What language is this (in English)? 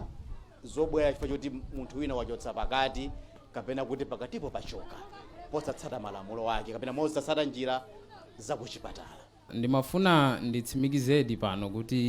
Nyanja